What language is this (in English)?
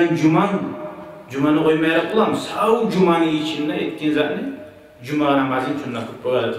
Kumyk